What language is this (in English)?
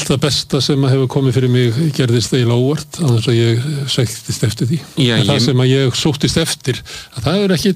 Icelandic